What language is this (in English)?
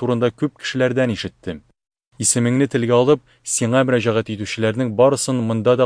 Tatar